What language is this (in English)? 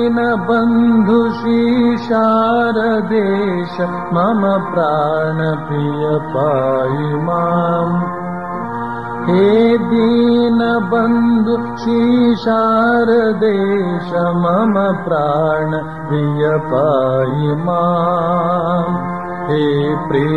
Kannada